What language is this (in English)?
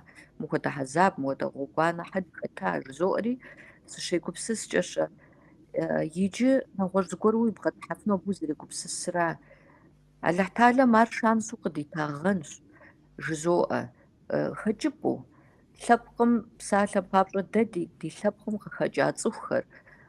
Kabardian